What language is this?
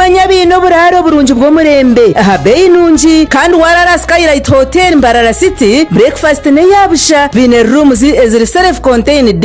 Nyankole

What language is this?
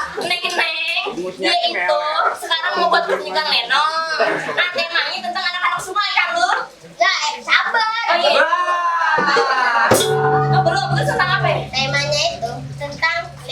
Betawi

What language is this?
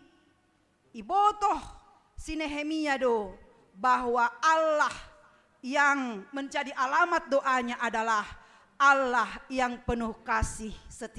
Batak Simalungun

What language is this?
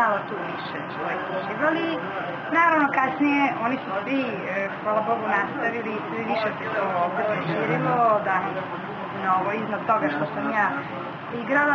Serbian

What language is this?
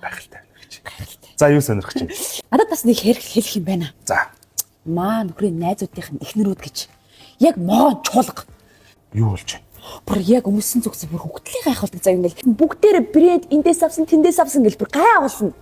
Mongolian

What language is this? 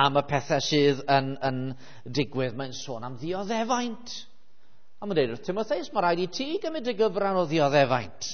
Welsh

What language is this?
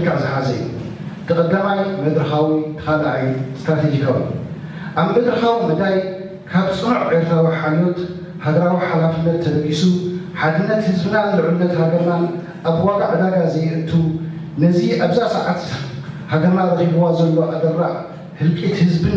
Tigrinya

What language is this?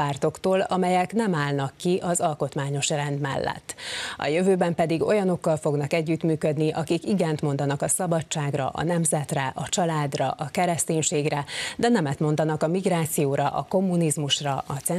Hungarian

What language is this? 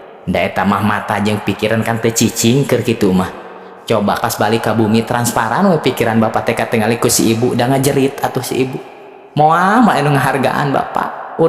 Sundanese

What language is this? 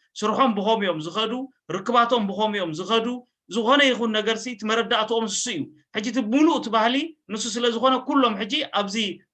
Tigrinya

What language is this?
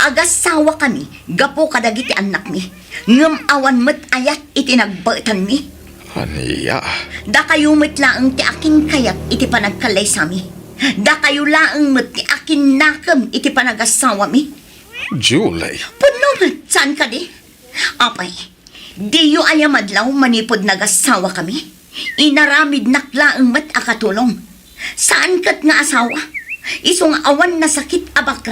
Iloko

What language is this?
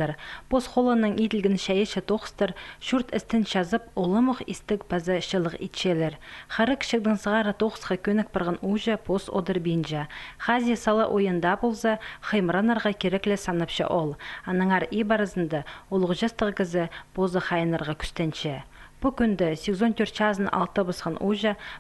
Khakas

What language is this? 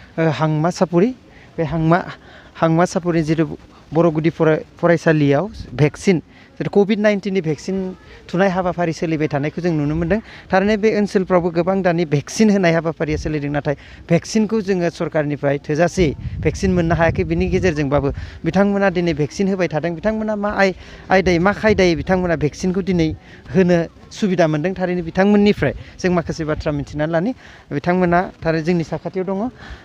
Bodo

